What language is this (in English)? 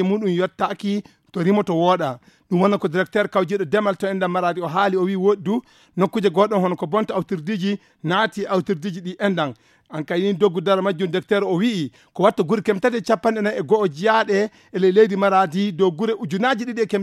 Fula